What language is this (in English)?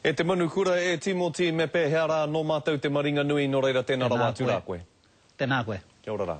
Māori